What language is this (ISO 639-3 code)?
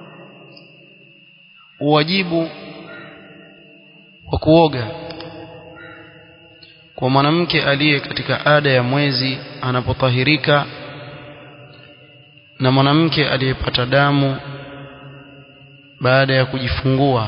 swa